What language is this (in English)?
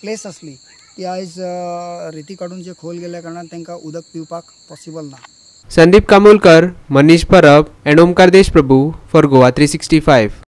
Konkani